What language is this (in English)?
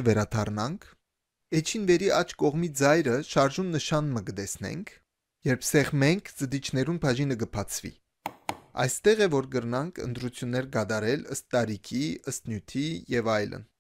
Western Armenian